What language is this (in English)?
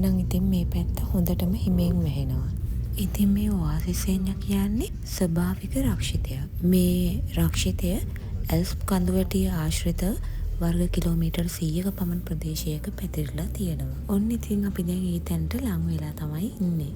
Sinhala